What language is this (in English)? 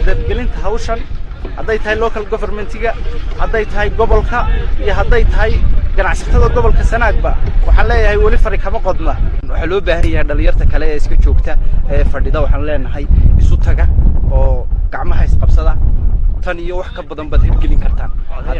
Somali